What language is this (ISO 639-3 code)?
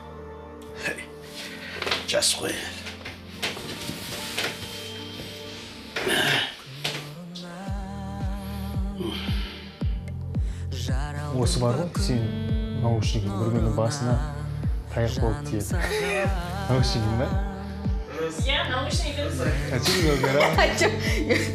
kaz